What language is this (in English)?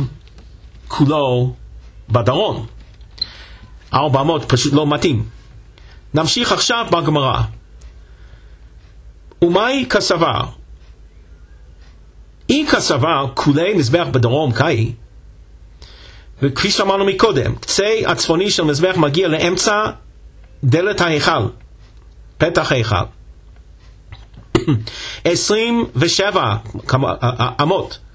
Hebrew